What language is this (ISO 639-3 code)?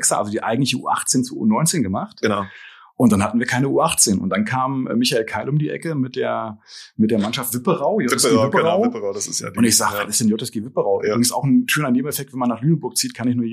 deu